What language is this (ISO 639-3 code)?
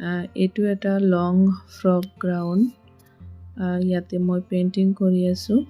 asm